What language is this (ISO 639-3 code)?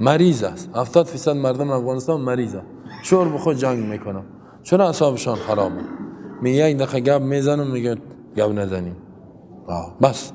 fas